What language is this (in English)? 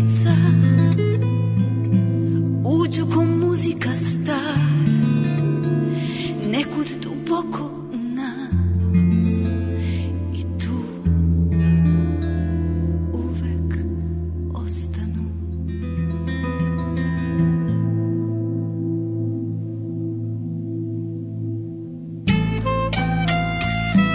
Serbian